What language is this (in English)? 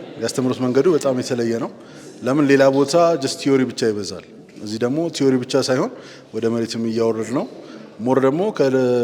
Amharic